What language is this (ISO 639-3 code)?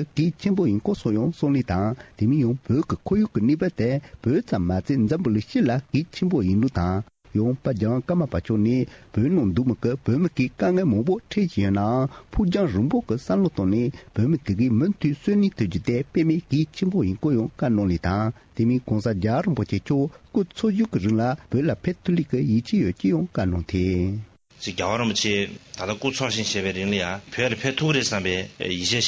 bod